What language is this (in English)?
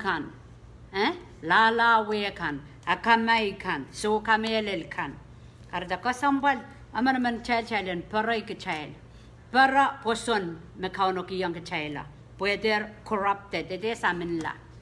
Pohnpeian